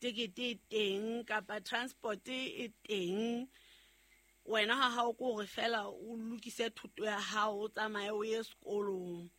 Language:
Southern Sotho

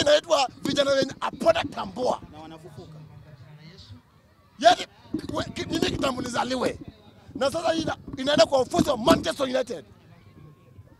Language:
Swahili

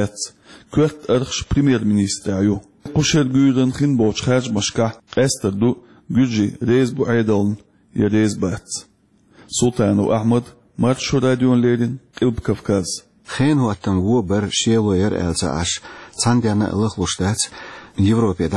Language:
Chechen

